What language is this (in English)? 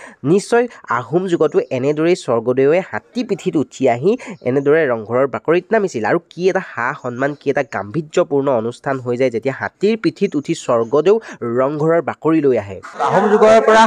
Assamese